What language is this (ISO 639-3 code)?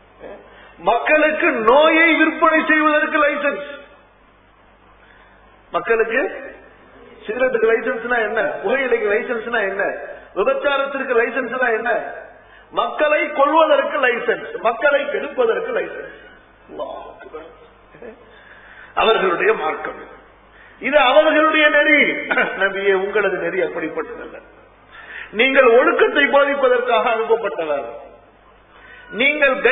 tam